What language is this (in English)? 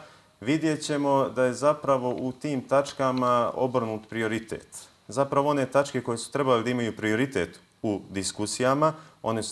Bosnian